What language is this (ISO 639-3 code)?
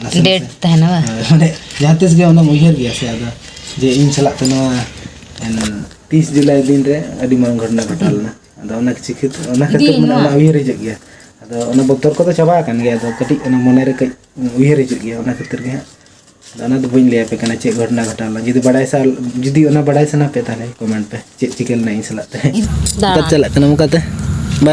sat